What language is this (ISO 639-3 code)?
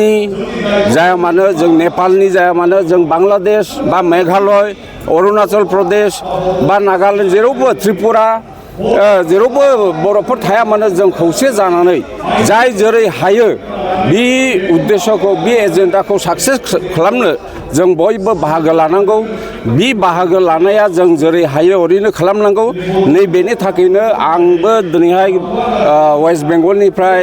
brx